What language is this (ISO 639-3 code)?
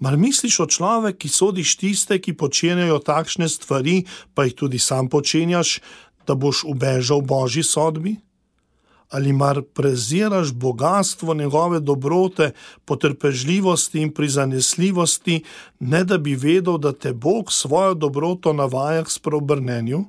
slv